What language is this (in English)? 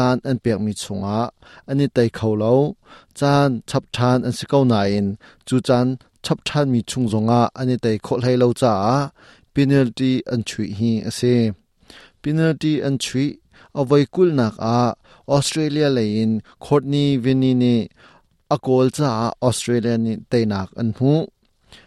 Hakha Chin